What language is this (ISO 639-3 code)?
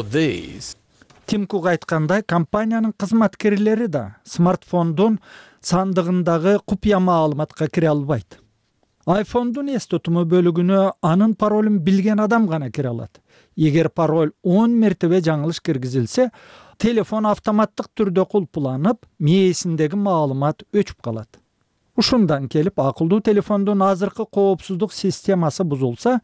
kir